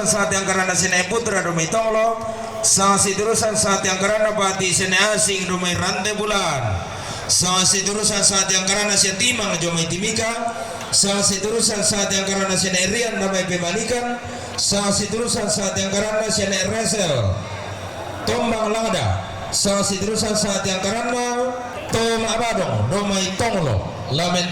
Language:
Toraja-Sa'dan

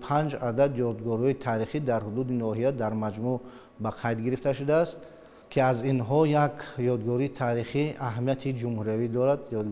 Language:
Tajik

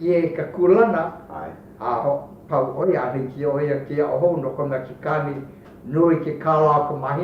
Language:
Hawaiian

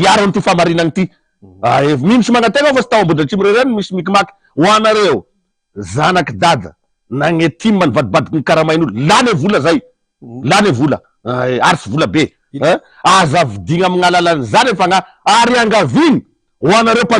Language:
Malagasy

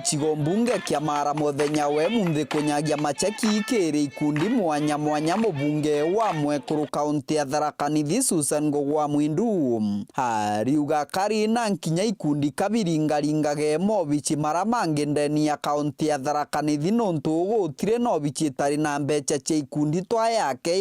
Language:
Meru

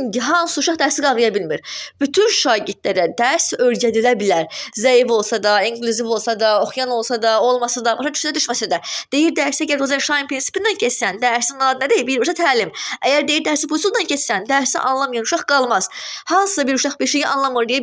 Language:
Azerbaijani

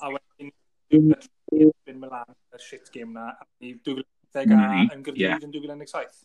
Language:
Welsh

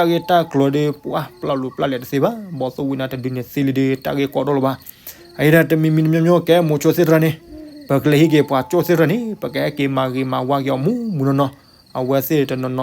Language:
S'gaw Karen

